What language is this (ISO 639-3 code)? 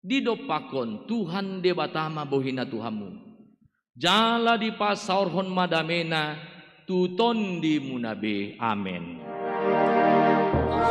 bbc